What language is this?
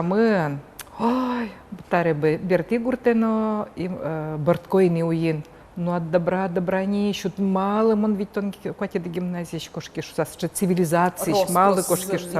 Udmurt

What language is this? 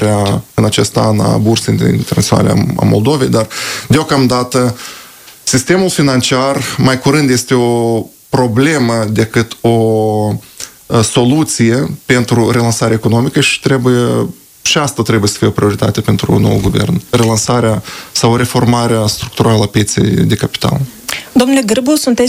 Romanian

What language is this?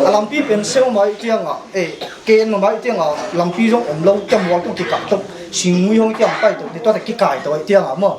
Paite Chin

